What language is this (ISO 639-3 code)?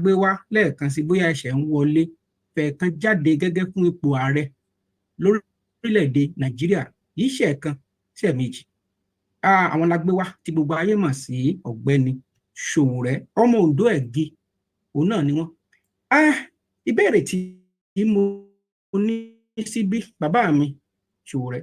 yor